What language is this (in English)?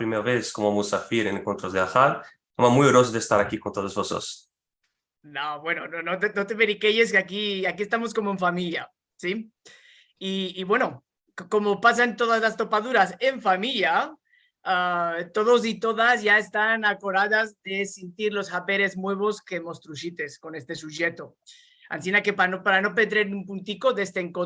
Ladino